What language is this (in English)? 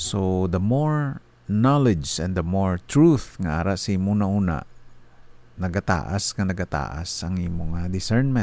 Hiligaynon